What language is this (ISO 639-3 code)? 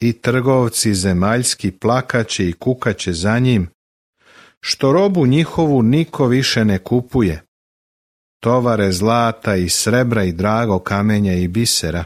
srp